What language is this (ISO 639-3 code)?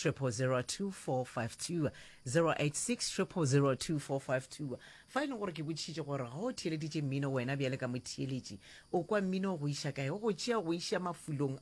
nso